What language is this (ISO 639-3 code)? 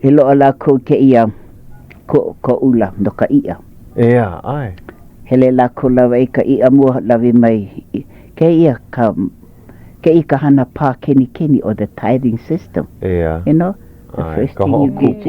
haw